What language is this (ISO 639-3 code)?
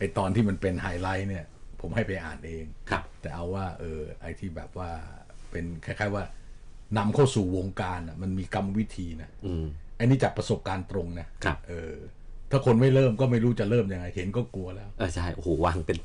tha